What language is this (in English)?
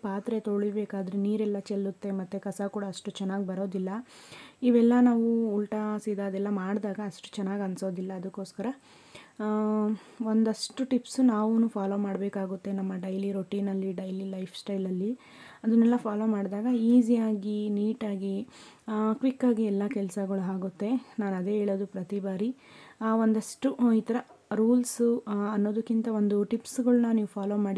Kannada